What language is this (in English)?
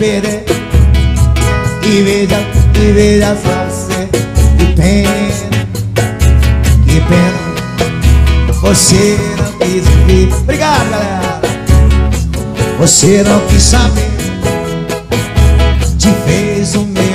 Portuguese